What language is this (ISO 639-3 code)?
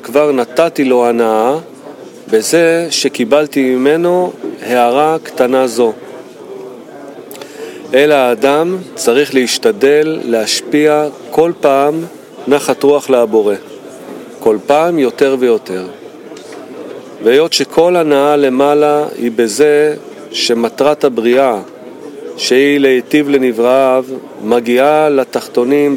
heb